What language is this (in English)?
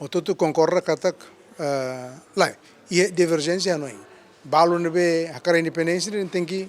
Tetum